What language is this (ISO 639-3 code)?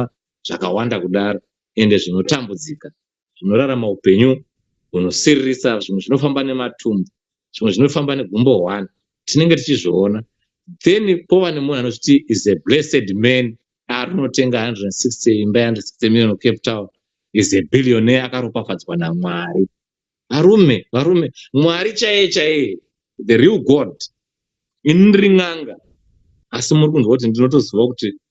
sna